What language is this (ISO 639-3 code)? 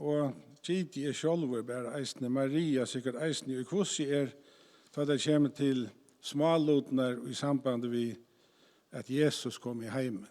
fao